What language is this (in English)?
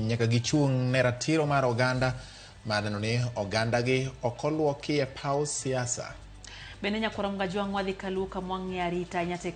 Luo (Kenya and Tanzania)